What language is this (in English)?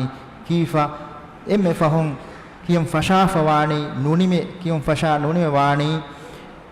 Divehi